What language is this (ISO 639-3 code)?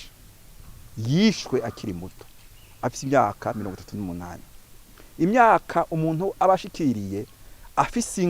run